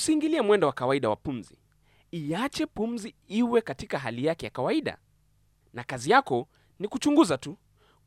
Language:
Swahili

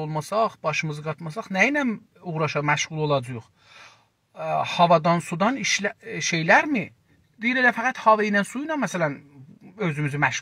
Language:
South Azerbaijani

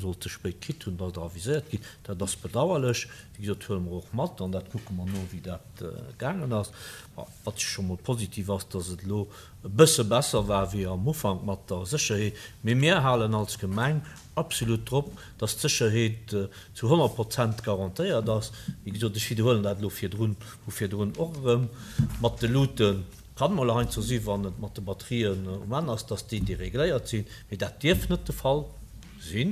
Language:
Luxembourgish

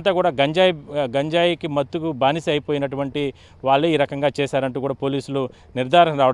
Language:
Telugu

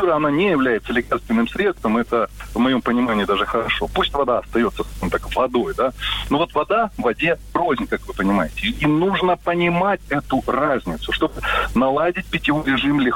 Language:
Russian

